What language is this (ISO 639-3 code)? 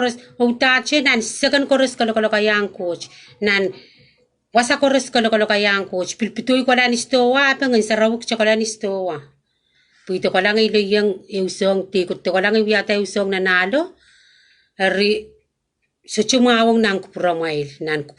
pon